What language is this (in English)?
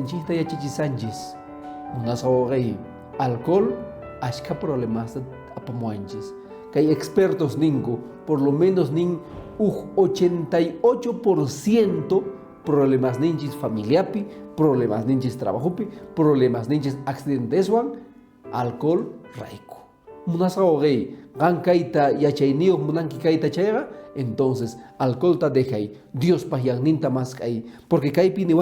Quechua